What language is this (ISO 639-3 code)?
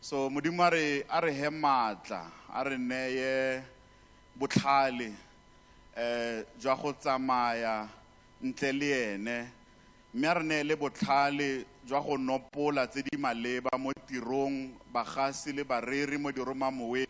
tsn